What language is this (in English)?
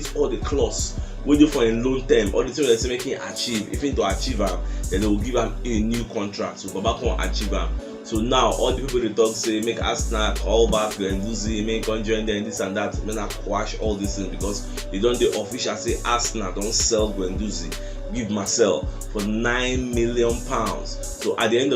Nigerian Pidgin